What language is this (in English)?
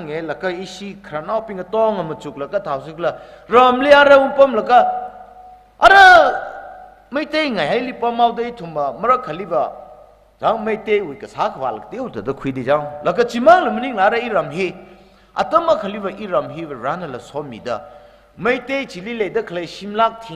Tangkhul Naga (India)